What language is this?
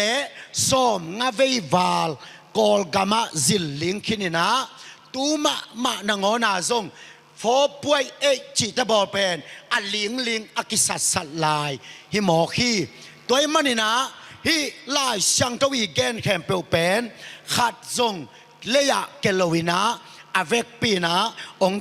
Tedim Chin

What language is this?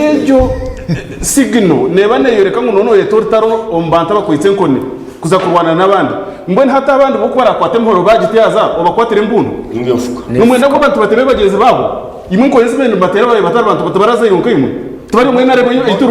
Nyankole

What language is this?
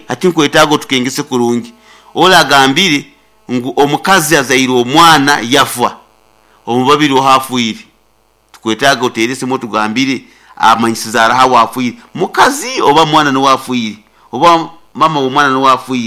Nyankole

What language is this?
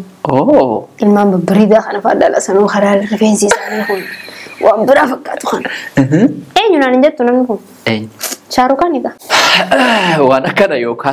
Oromo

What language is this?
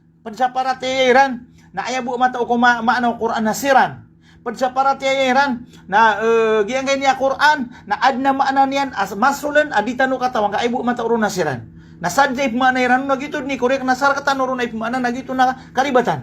Maranao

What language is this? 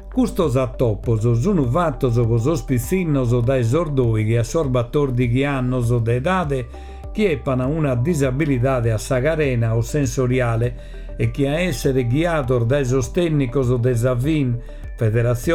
Sardinian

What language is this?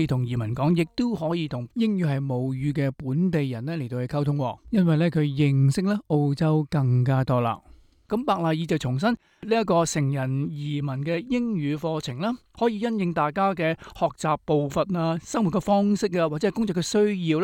Cantonese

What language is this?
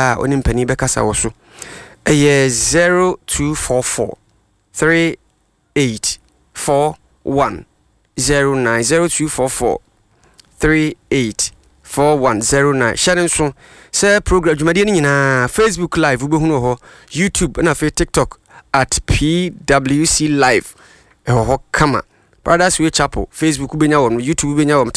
Akan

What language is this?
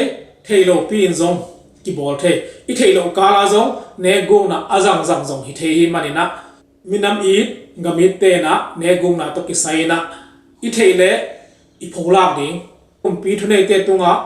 Tedim Chin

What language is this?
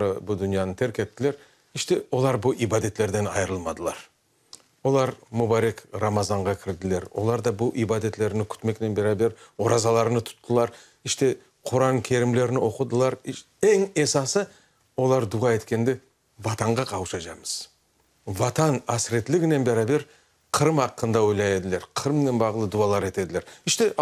Crimean Tatar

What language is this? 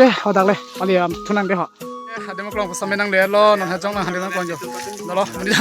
Karbi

